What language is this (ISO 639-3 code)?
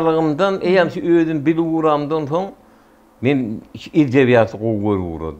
tuk